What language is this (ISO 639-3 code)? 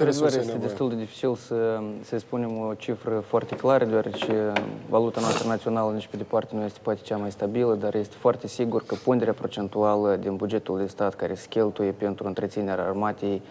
ron